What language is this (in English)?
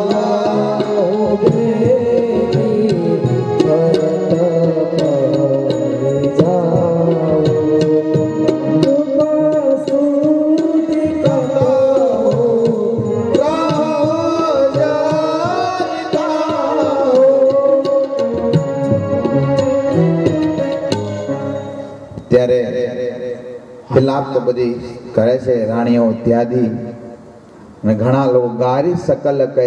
Gujarati